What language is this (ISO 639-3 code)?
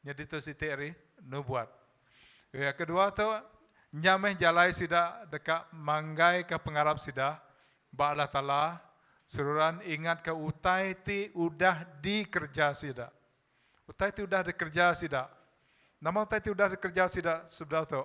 iba